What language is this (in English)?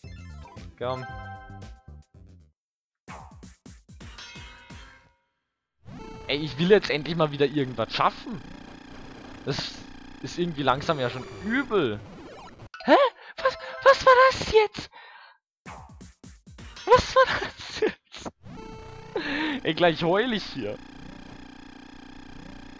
German